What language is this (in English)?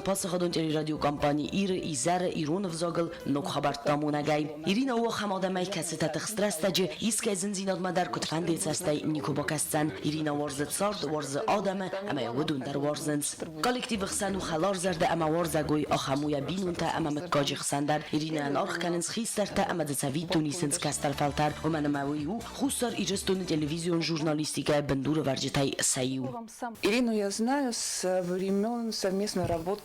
Ossetic